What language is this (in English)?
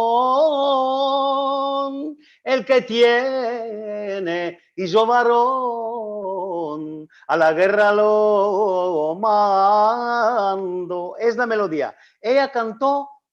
Ladino